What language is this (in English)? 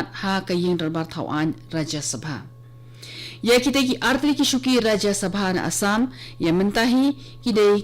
Khasi